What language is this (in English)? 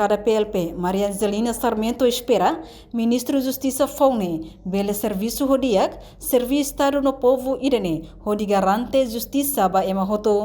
Tetum